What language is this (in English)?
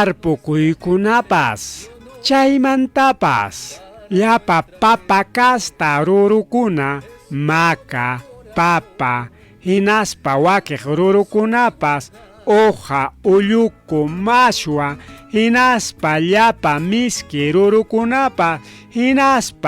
Ayacucho Quechua